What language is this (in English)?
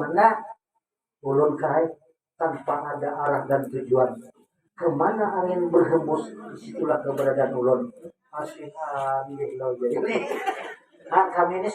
Banjar